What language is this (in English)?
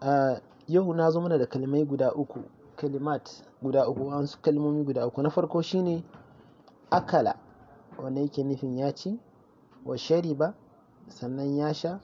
Hausa